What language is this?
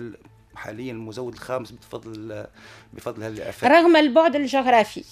Tunisian Arabic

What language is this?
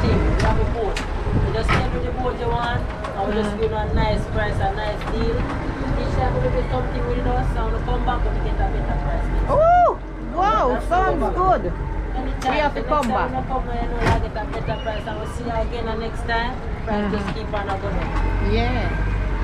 Jamaican Creole English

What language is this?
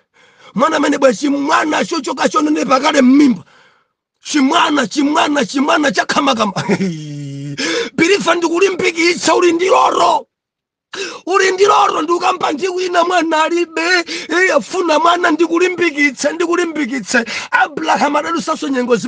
Nyanja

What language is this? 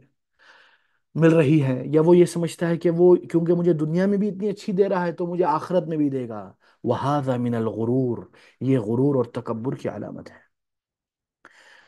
Urdu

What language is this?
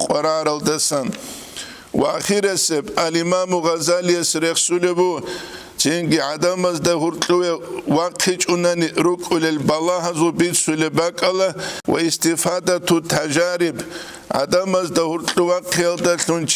Avaric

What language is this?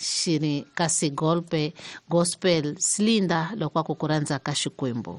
Tsonga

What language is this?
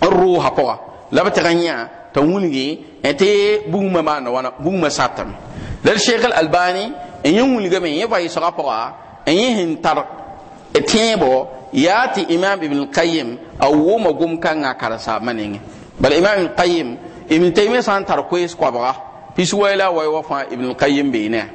Mossi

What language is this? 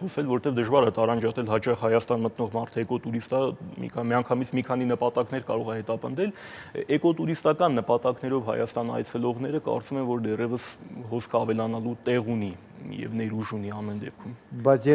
Armenian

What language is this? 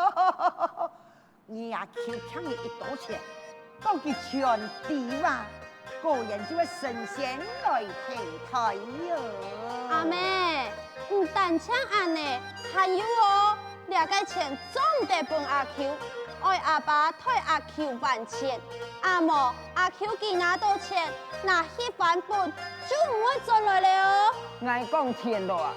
Hakka Chinese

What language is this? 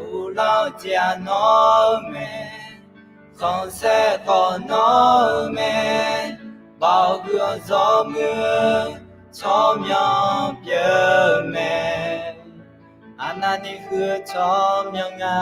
Akha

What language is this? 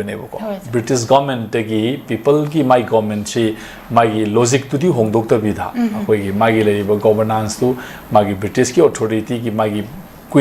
Manipuri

